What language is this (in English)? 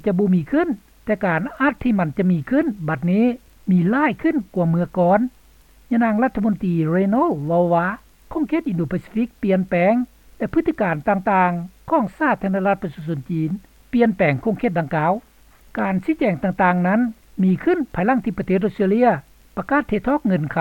Lao